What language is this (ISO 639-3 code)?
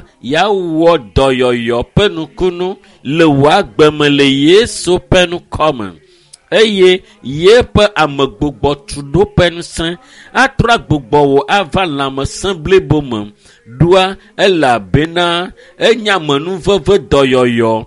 ewe